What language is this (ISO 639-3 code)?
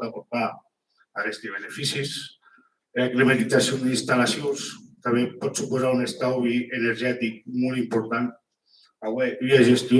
oci